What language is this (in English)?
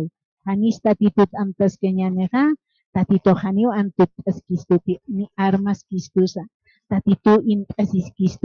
Aymara